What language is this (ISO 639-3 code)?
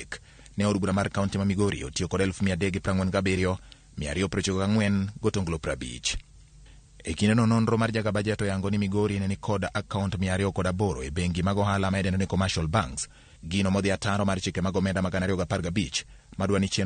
luo